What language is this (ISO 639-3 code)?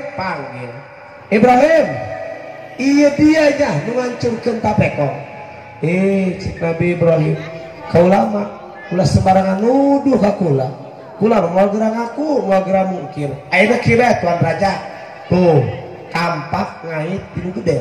sun